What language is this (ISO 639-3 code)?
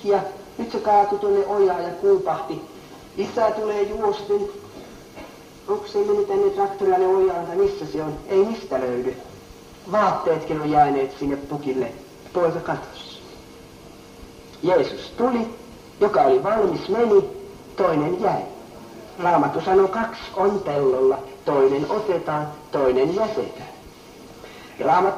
fin